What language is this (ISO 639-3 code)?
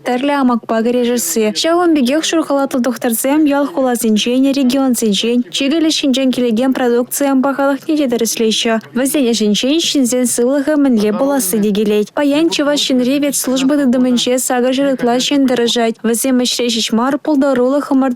chv